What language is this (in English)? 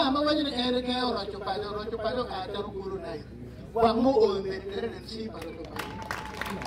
Acoli